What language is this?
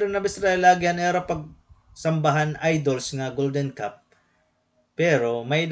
Waray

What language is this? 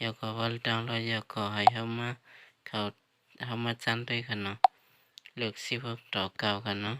Shan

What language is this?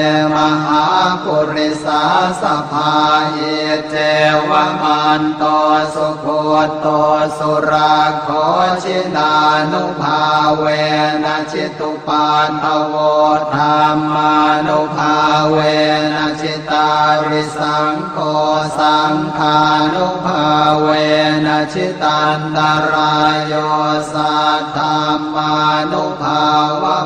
Pali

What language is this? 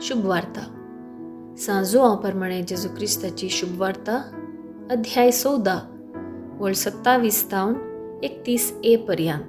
Konkani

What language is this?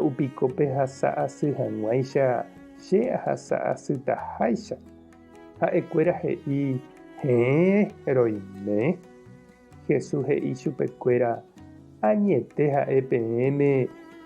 Guarani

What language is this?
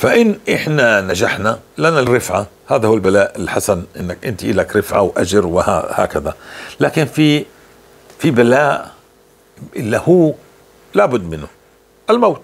North Levantine Arabic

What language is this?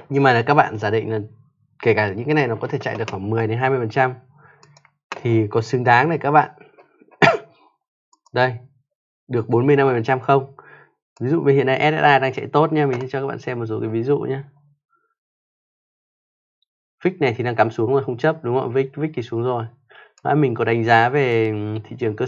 Vietnamese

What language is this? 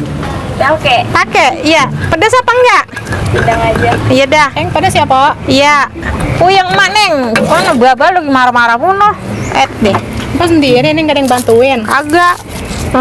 Betawi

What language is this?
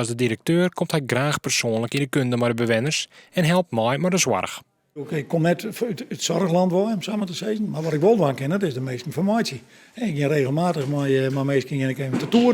Western Frisian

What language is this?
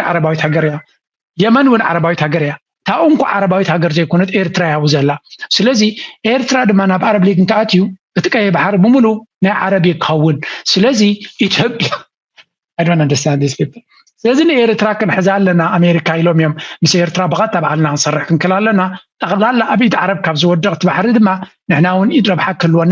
Tigrinya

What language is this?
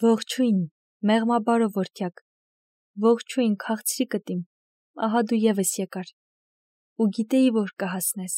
Armenian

